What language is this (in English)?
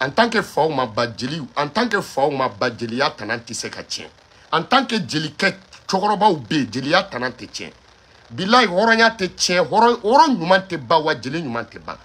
Bambara